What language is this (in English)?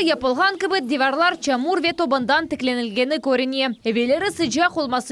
Crimean Tatar